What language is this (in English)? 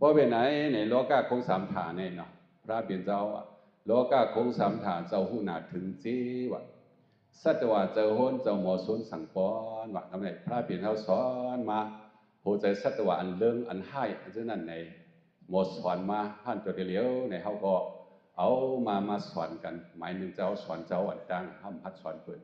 Shan